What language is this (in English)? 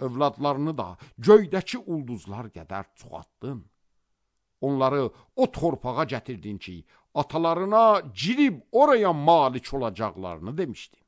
Azerbaijani